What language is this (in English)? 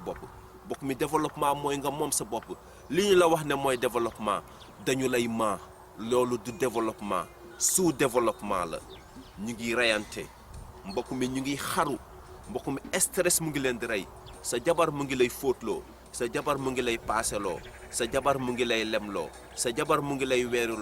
Wolof